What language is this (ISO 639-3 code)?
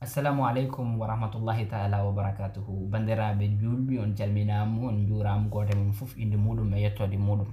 ful